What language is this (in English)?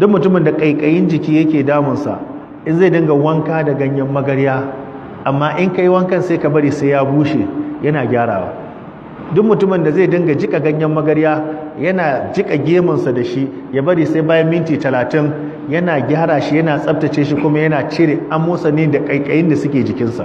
Hausa